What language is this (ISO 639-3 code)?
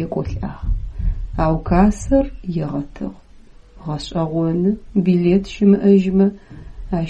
ady